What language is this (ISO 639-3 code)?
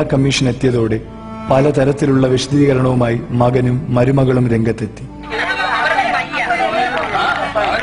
mal